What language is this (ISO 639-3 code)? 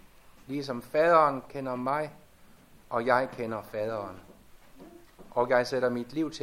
dan